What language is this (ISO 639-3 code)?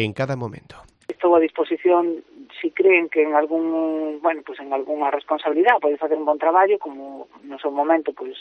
glg